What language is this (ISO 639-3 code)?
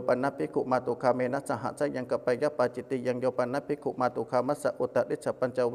pli